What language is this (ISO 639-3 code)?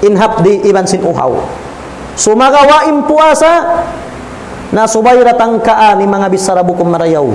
tsg